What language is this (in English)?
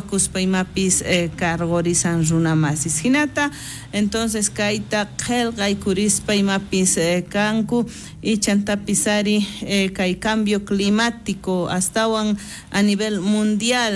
South Bolivian Quechua